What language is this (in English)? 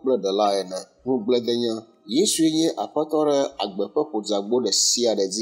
Ewe